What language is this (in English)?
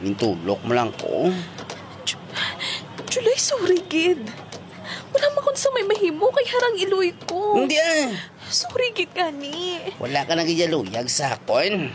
Hiligaynon